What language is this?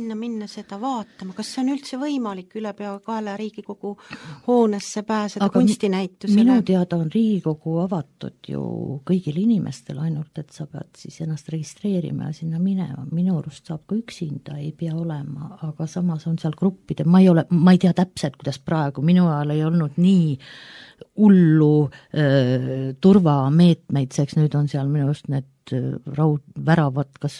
Estonian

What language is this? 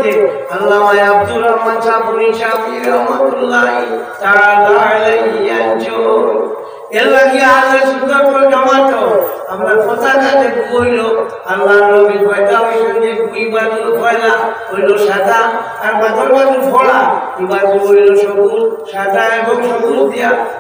Sylheti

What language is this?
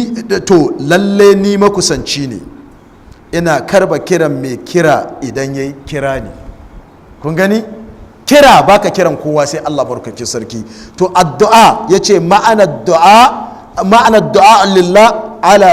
Hausa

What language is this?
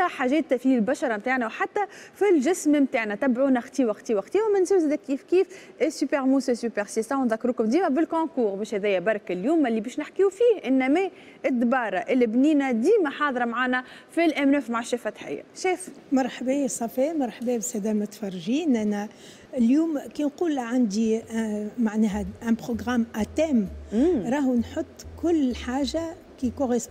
Tunisian Arabic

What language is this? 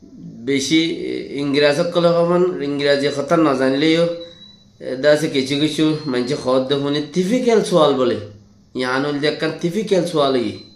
Rohingya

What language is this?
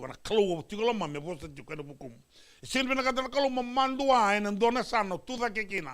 Fijian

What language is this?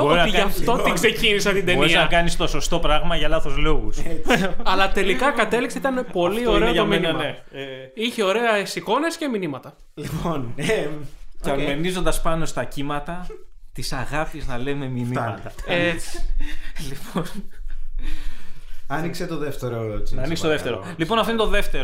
Greek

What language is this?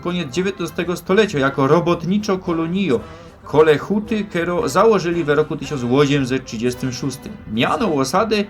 Silesian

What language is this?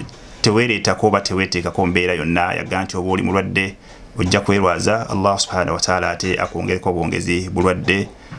Ganda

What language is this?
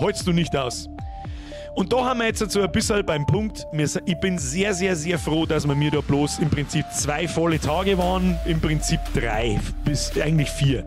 Bavarian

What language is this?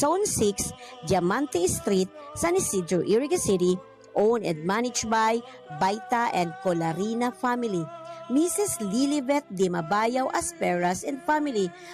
Bikol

